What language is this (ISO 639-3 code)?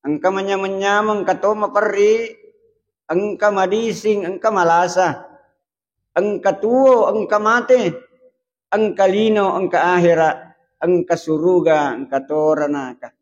bug